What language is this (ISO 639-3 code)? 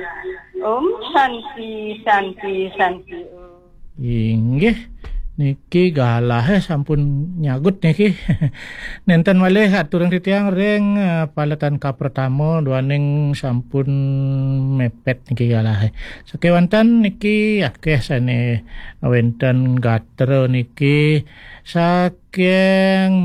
ban